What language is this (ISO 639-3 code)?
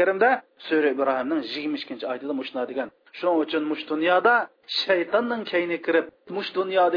uig